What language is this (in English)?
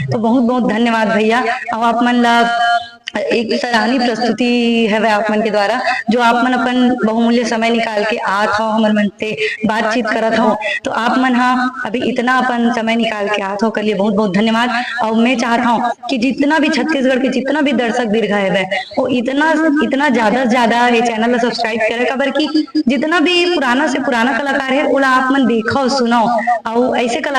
Chhattisgarhi